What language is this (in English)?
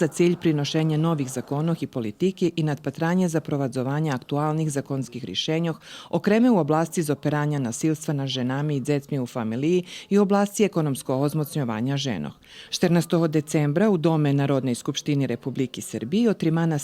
Rusyn